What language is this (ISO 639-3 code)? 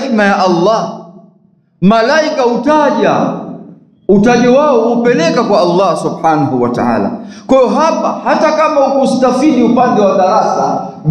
swa